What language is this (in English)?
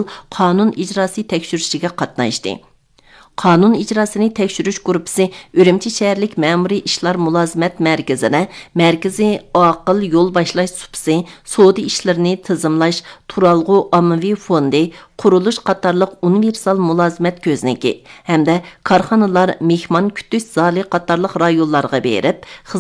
Uyghur